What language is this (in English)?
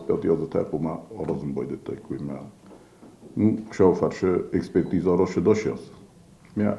Ossetic